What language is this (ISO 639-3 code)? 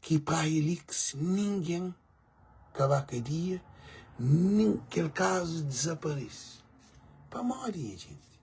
kea